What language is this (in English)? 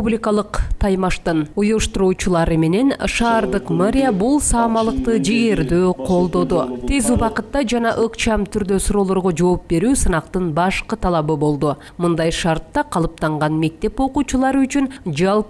Kyrgyz